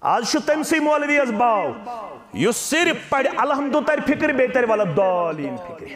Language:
Kashmiri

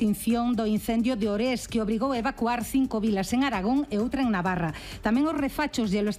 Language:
Galician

